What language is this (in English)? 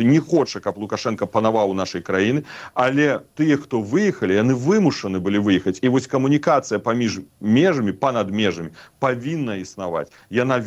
Belarusian